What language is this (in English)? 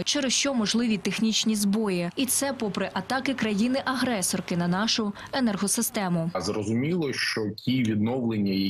Ukrainian